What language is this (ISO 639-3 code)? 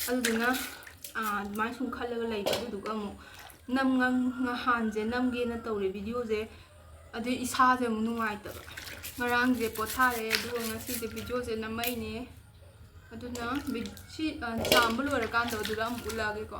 mni